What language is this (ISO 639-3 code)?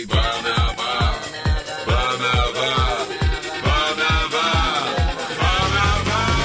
heb